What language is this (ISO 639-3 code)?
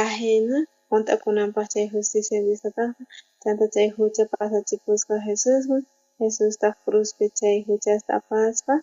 quh